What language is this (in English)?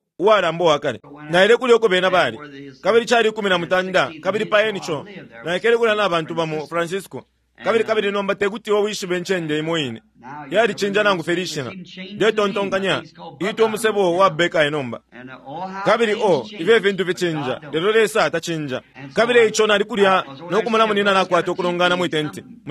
Bemba